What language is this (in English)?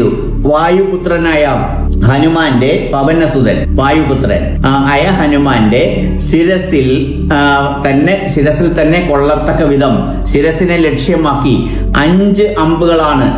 Malayalam